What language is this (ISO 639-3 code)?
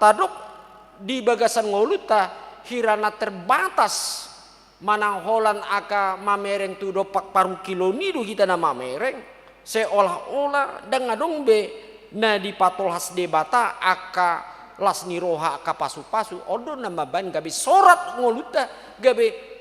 bbc